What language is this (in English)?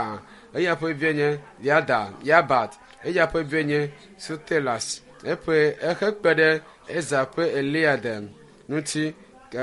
Ewe